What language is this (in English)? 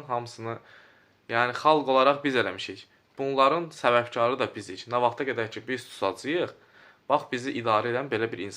Azerbaijani